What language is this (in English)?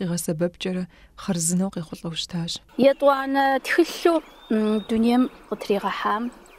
Kabardian